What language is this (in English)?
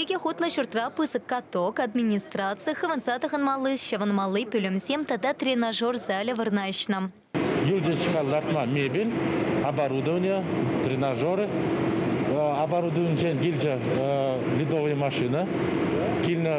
Chuvash